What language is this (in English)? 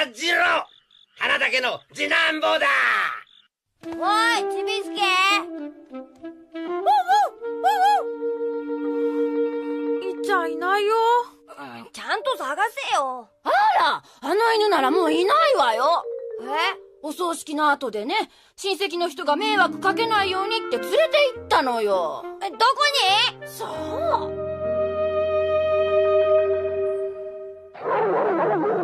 Japanese